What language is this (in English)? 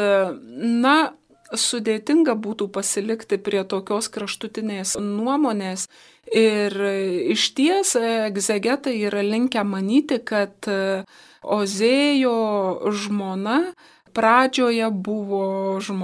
Lithuanian